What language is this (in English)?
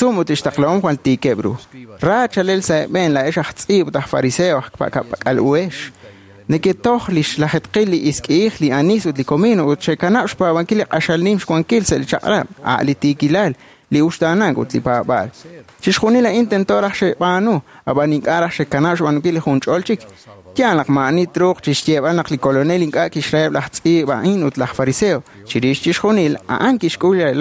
Kekchí